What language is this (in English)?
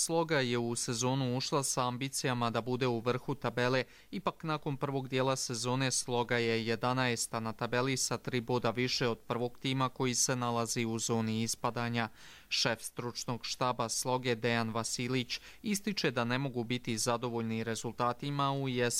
Croatian